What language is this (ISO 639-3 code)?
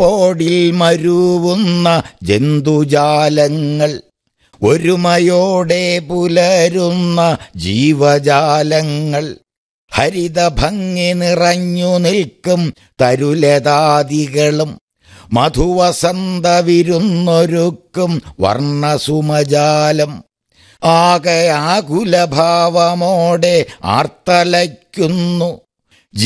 mal